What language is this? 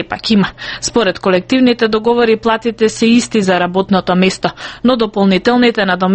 Macedonian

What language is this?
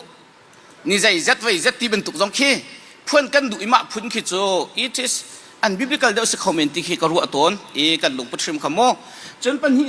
Hakha Chin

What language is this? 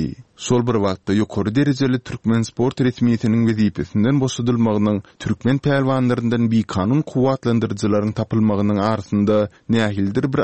Turkmen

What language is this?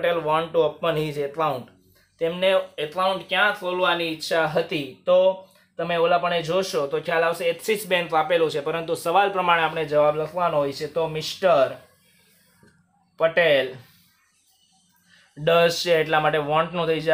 Gujarati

